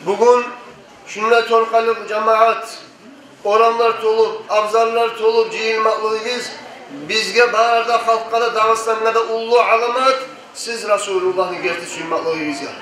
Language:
Kumyk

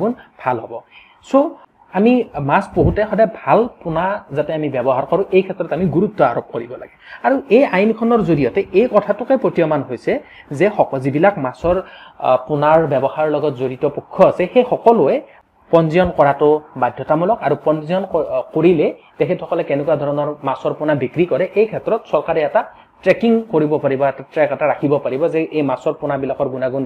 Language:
Assamese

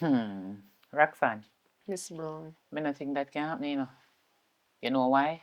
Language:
Jamaican Creole English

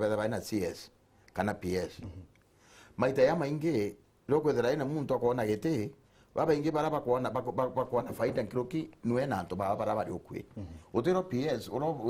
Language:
Meru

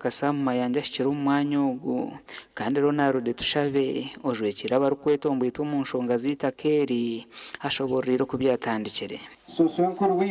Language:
Nyankole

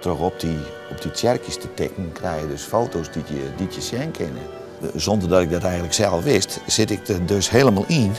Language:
Western Frisian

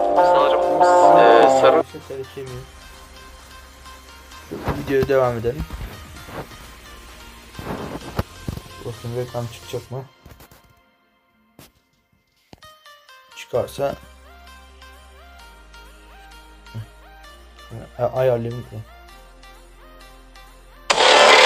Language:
Turkish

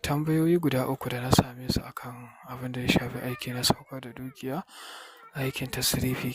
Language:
Hausa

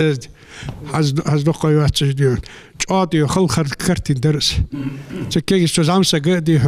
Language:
Ingush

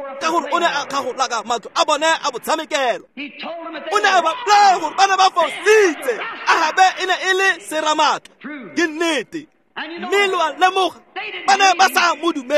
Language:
Tswana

